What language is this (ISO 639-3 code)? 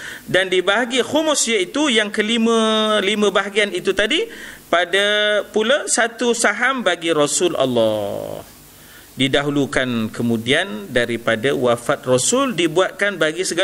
msa